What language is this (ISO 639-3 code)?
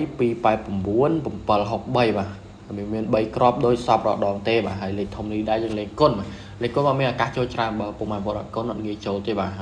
khm